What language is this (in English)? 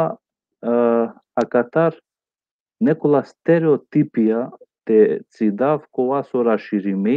Balkan Romani